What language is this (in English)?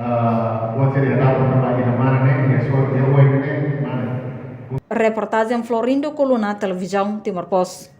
Tetum